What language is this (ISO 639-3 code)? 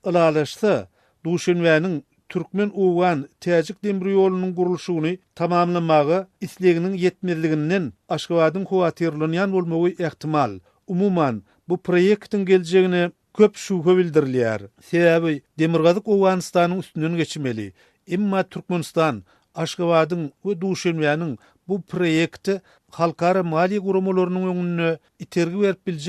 tuk